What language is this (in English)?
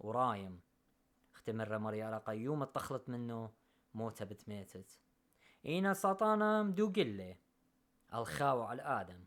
Assyrian Neo-Aramaic